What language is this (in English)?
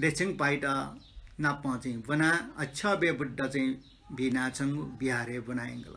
Newari